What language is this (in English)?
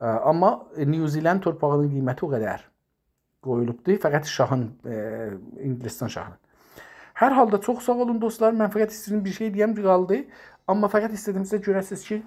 South Azerbaijani